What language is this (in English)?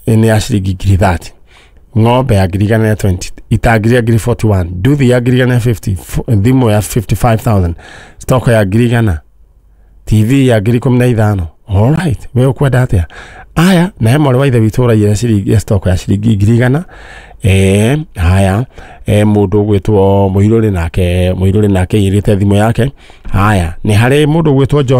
Kikuyu